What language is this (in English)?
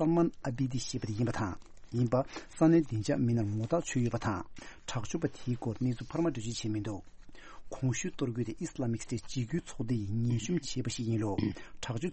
Tibetan